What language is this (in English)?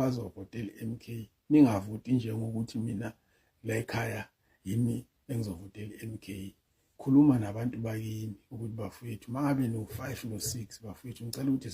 Zulu